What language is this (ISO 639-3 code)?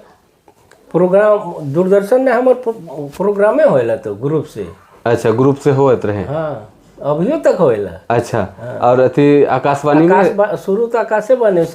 sck